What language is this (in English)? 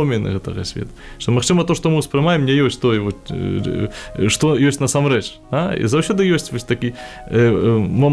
Belarusian